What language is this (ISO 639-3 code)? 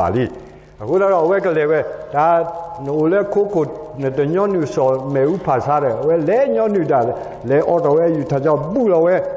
ksw